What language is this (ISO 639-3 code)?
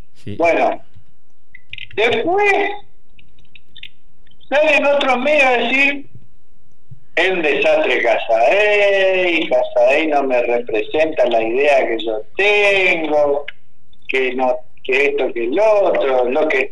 spa